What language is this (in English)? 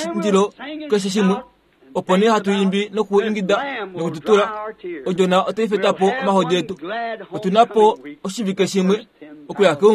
Kuanyama